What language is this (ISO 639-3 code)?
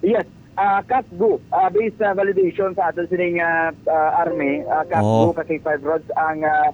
hil